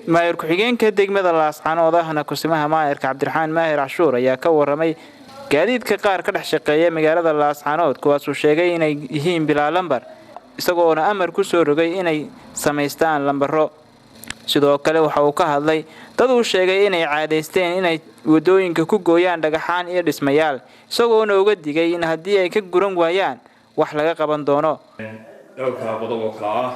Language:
Somali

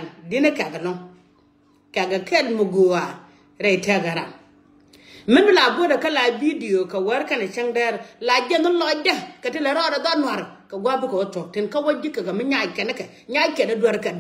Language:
Nuer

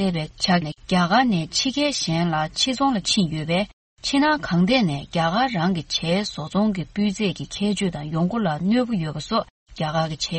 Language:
Tibetan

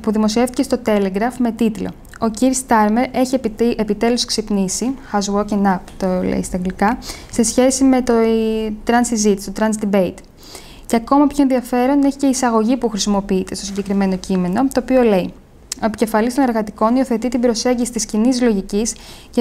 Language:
Greek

